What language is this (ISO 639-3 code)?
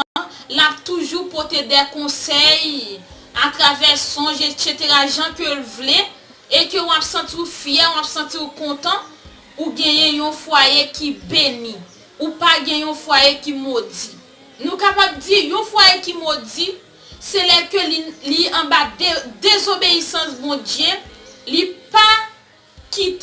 hat